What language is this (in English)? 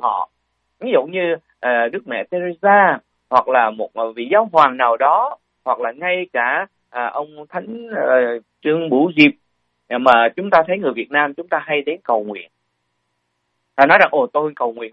Vietnamese